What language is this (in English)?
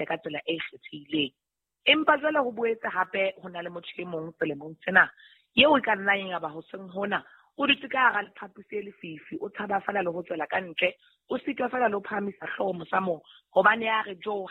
Southern Sotho